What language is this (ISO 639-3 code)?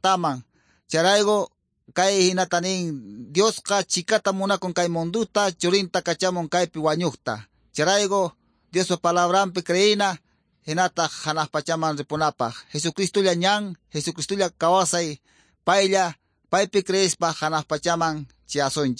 quy